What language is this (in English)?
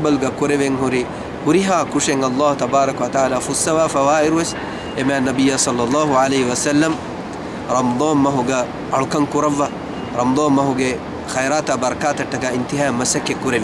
Divehi